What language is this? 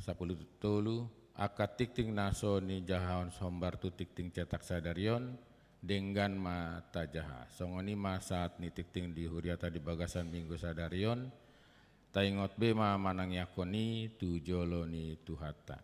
Batak Toba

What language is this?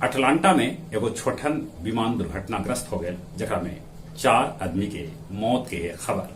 Magahi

